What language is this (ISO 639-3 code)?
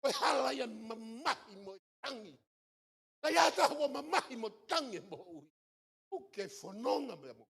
ton